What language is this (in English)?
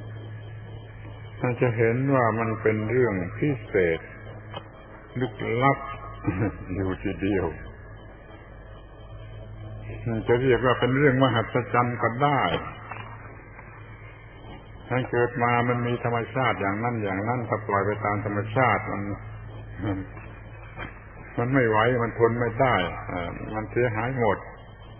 Thai